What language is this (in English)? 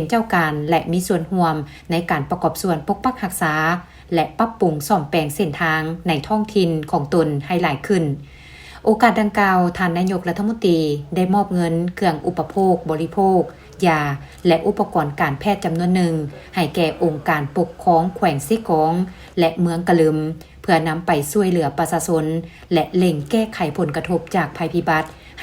Lao